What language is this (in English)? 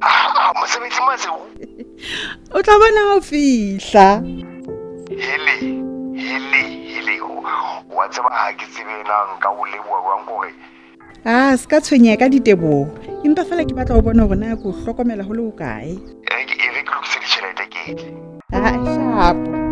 Southern Sotho